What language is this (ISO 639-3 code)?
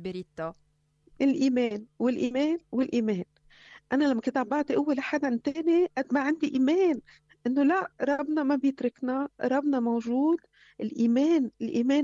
apc